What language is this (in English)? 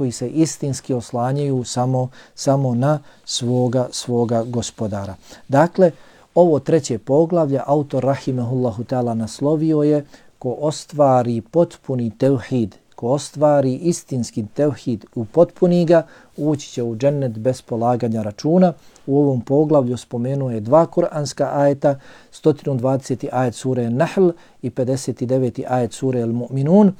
Bosnian